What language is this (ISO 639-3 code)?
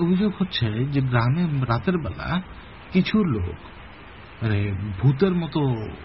ben